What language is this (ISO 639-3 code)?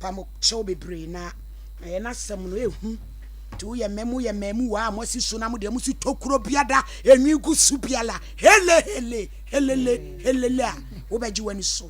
aka